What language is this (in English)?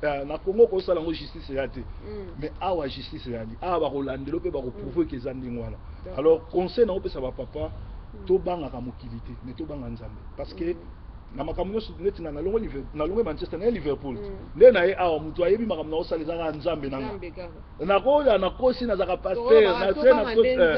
Lingala